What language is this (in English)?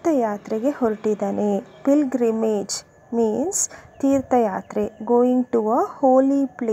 Kannada